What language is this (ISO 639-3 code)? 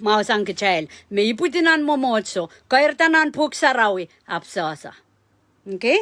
pon